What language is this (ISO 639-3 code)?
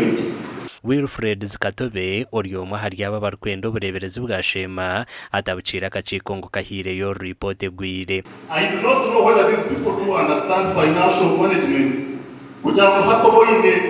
nyn